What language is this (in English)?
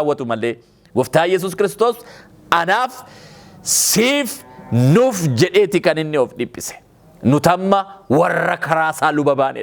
Oromo